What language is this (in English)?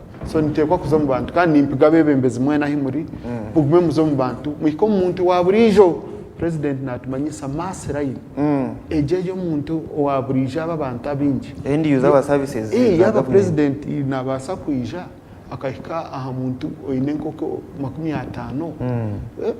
Nyankole